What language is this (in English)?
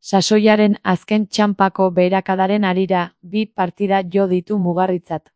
Basque